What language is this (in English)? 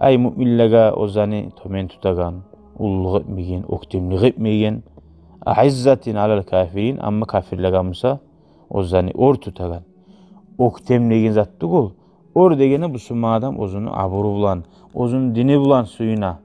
Kumyk